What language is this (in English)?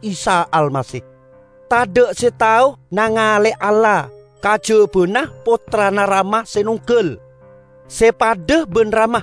Madurese